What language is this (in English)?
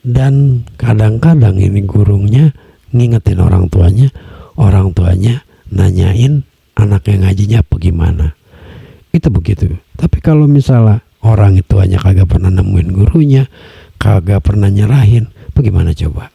Betawi